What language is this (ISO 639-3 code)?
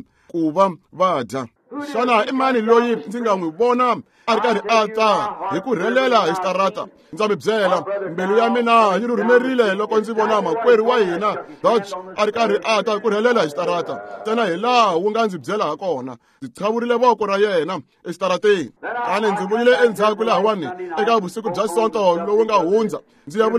tso